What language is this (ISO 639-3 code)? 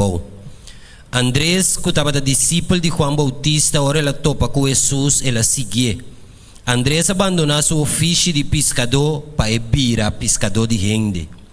pap